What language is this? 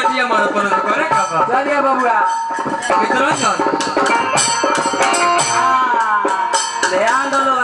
Bhojpuri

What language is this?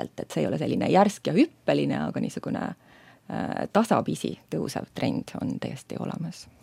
Estonian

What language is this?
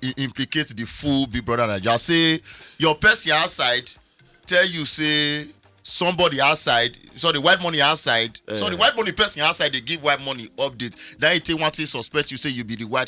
Nigerian Pidgin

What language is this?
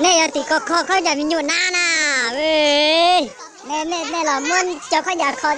Hmong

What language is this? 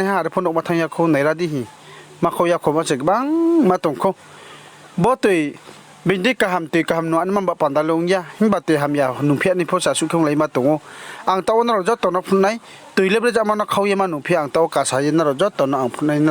Riang (India)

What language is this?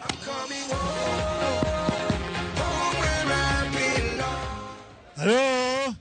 Luo (Kenya and Tanzania)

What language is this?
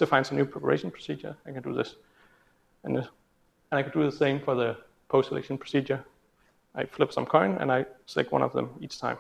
English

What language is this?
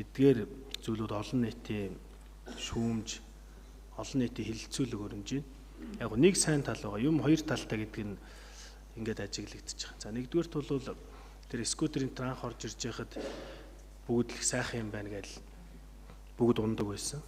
Mongolian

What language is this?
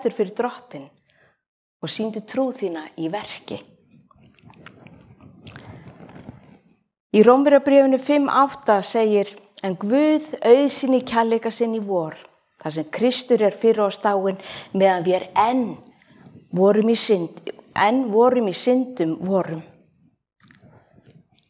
Icelandic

